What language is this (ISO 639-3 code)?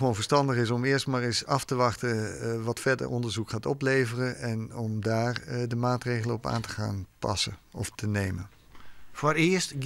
fry